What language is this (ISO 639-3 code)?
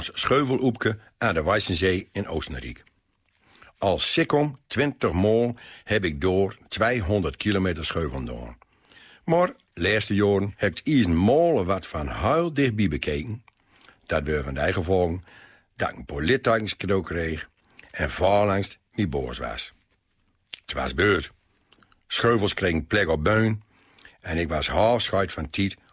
gos